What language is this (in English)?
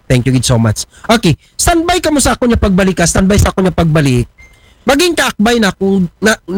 Aklanon